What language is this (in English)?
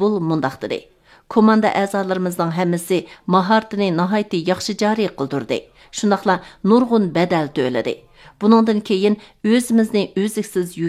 Uyghur